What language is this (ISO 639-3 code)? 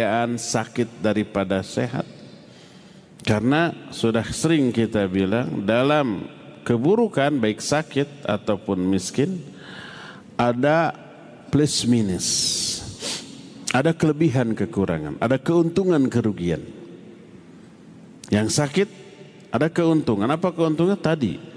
ind